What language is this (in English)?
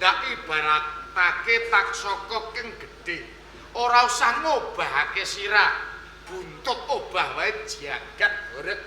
Javanese